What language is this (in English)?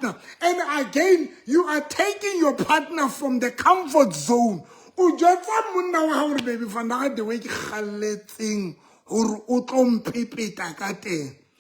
Southern Sotho